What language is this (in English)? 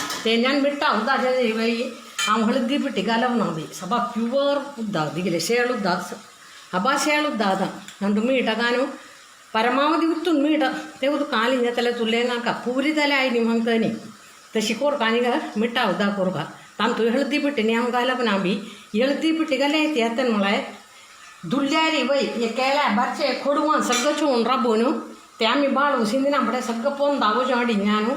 Konkani